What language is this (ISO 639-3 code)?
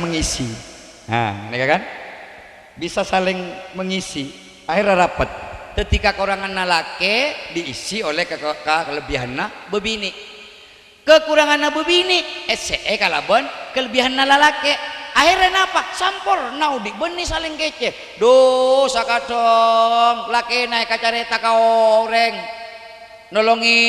mad